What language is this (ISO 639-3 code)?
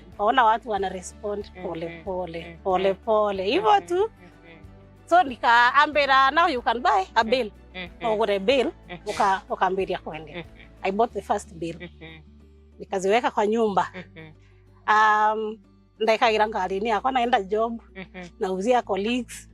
mer